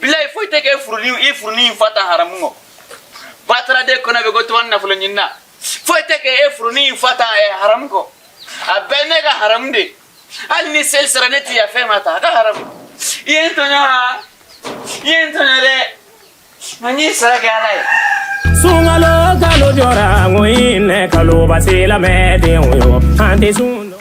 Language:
Bambara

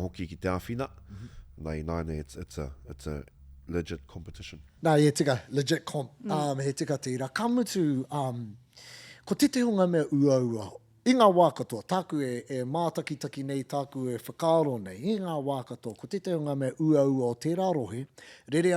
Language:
Māori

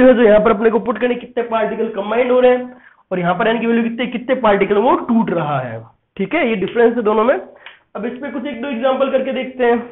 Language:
Hindi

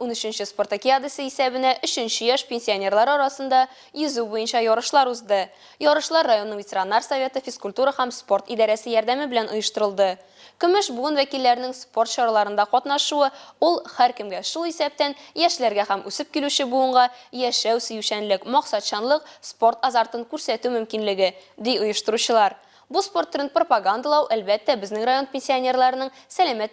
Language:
Tatar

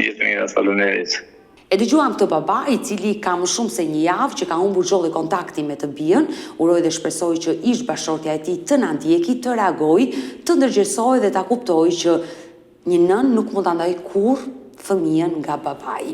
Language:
Albanian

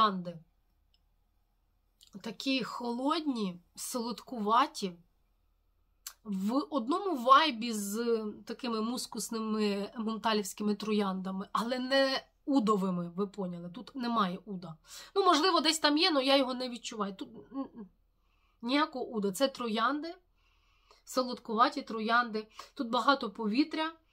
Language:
Ukrainian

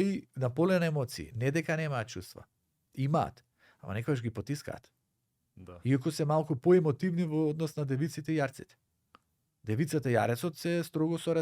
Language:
Macedonian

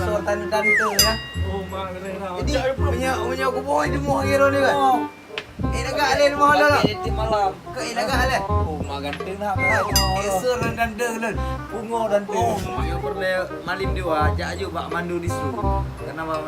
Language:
Achinese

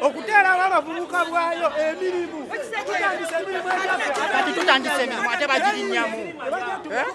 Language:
Ganda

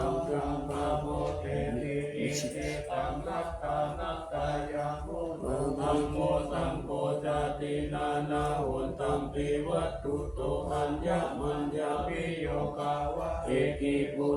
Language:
Pali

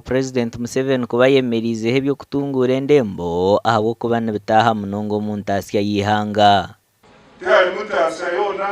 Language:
Nyankole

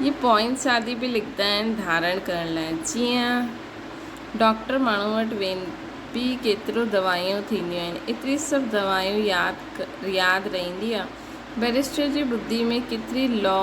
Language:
Sindhi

